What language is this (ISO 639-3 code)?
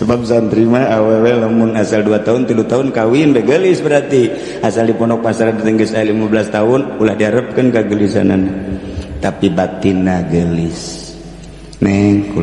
sun